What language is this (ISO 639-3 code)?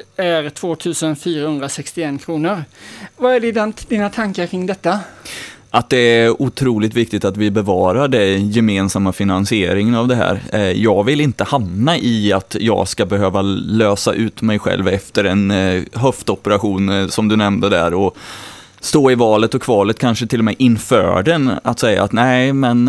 swe